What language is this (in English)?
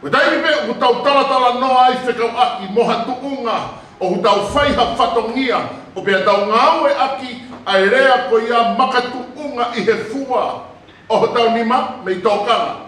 Tongan